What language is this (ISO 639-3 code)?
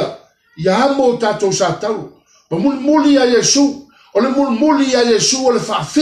smo